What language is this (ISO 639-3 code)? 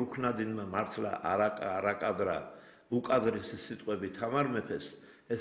kat